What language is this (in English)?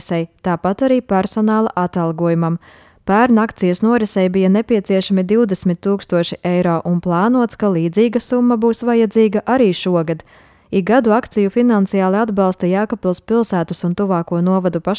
Latvian